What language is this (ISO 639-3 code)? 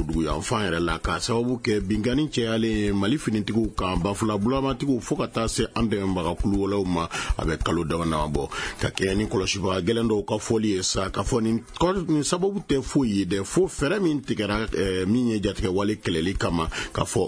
bam